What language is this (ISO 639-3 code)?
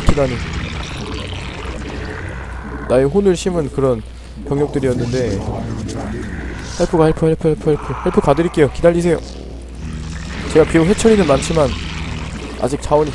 kor